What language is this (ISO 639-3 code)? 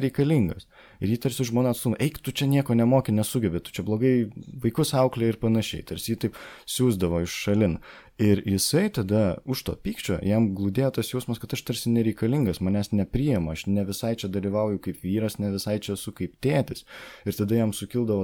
lit